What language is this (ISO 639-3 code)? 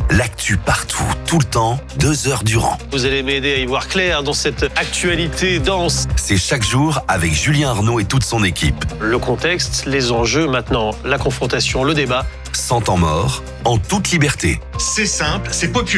fra